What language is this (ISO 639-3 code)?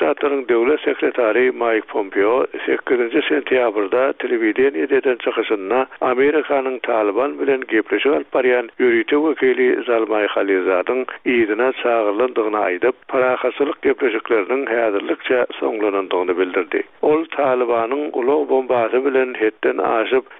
tuk